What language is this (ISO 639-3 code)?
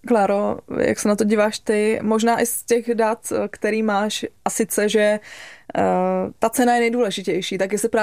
ces